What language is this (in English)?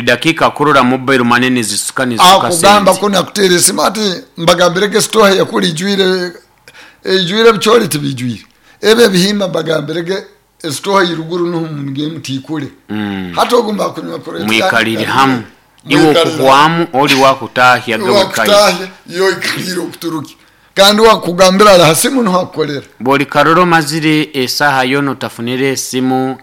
Nyoro